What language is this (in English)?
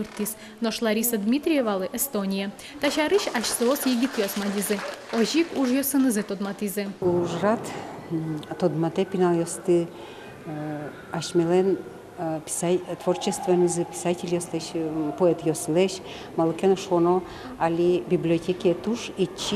Udmurt